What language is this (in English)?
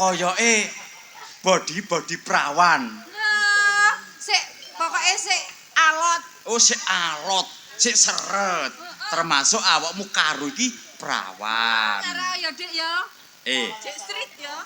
Javanese